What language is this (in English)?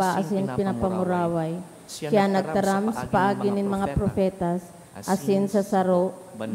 Bikol